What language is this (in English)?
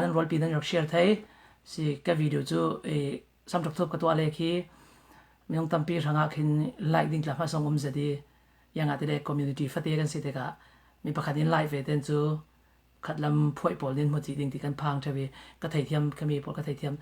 Falam Chin